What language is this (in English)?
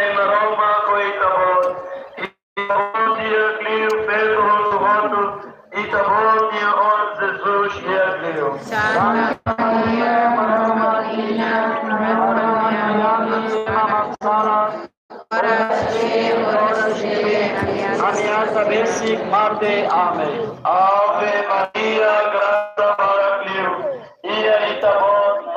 Tetum